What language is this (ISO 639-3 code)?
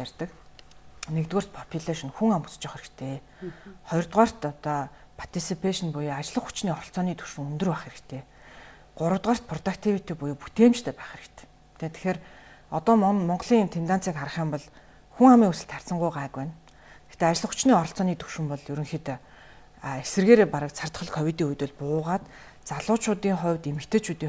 mon